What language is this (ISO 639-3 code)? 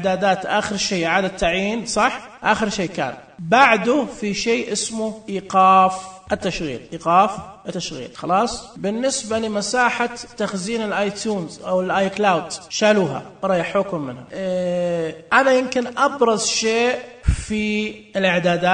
ars